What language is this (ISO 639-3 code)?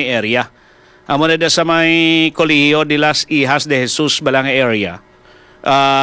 hil